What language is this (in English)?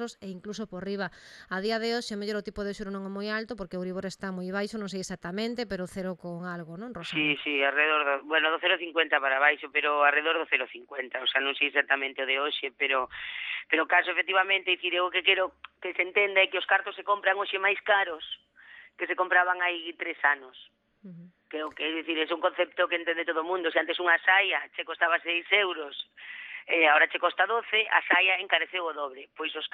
Galician